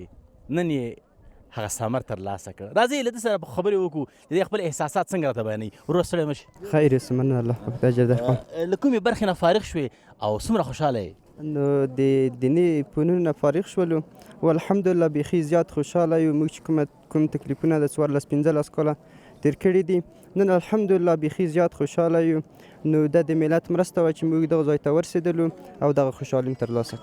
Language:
Pashto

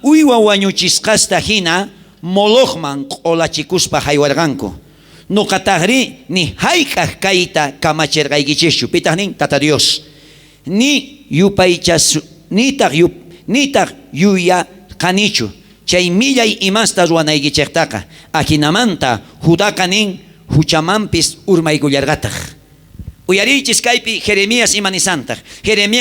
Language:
South Bolivian Quechua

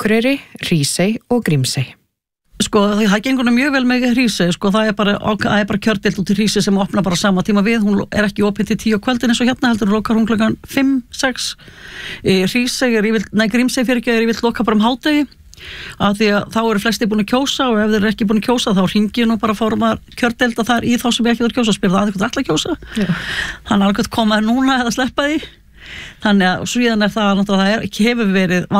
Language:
Icelandic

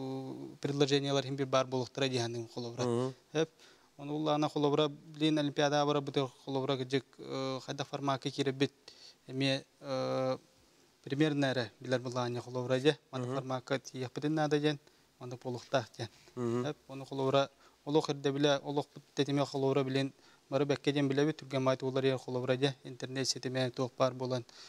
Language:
Yakut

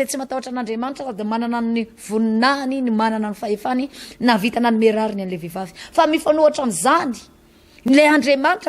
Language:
Malagasy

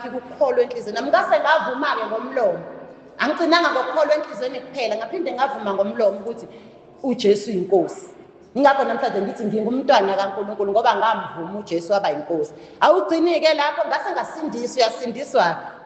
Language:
Zulu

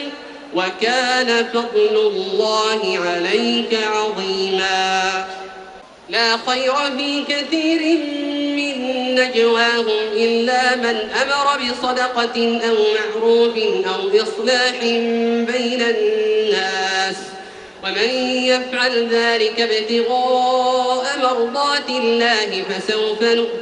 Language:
Arabic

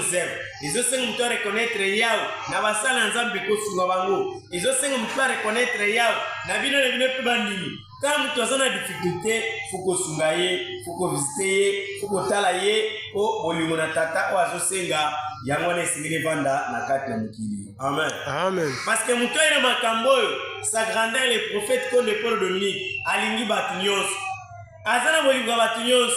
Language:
Lingala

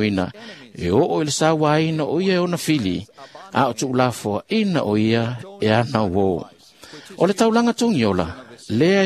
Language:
Samoan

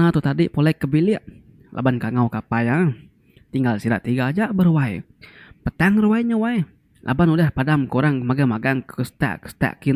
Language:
Iban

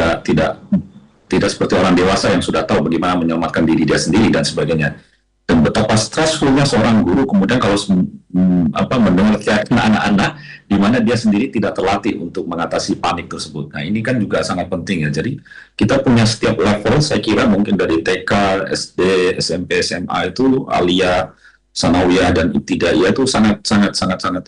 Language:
Indonesian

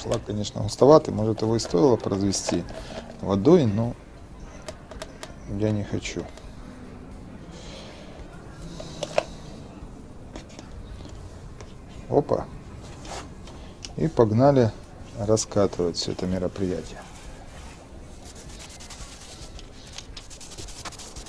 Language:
Russian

